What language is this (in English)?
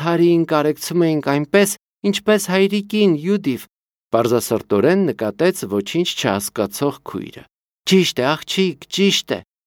Armenian